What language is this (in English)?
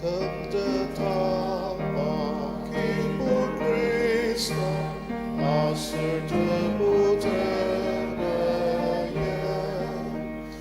Ao Naga